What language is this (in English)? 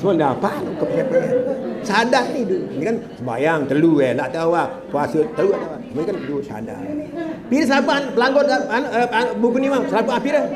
Sasak